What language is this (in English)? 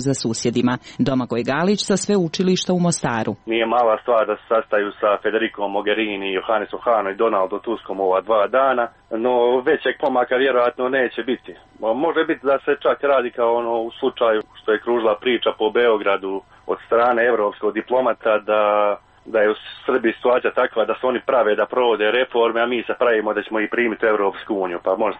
Croatian